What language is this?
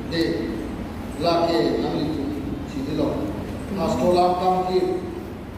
Karbi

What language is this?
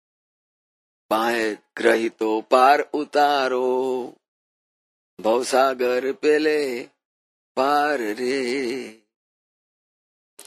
Gujarati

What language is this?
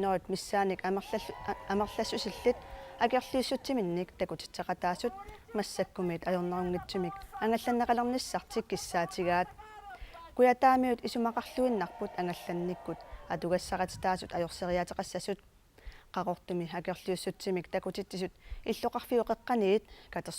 Kalaallisut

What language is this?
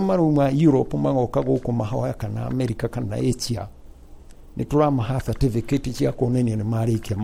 Kikuyu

